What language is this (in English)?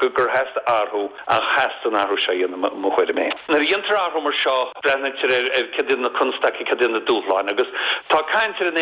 Irish